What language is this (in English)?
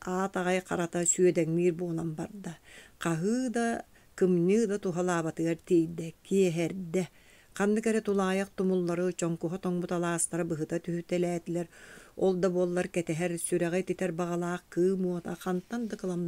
Yakut